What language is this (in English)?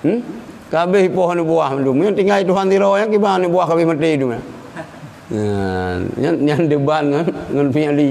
Achinese